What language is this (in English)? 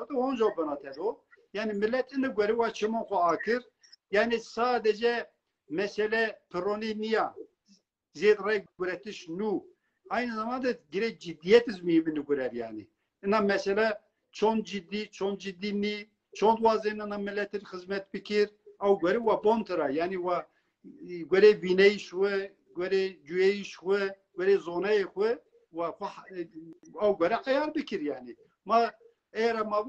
Zaza